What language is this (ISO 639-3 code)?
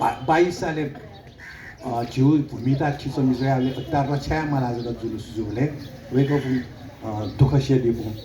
new